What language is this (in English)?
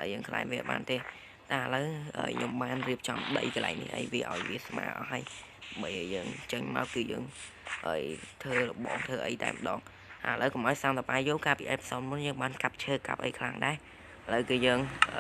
Khmer